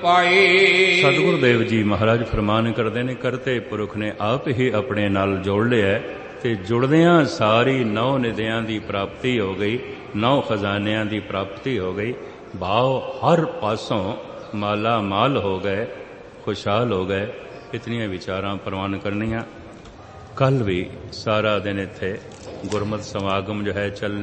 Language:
Punjabi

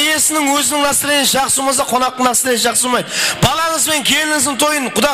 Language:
Kara-Kalpak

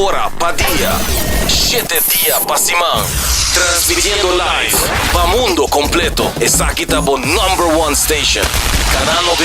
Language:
Papiamento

